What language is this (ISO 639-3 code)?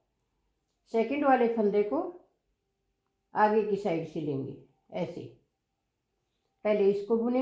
hin